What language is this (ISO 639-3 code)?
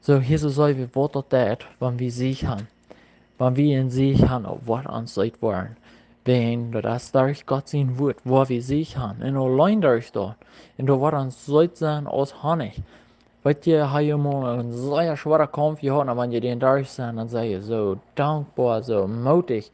pdt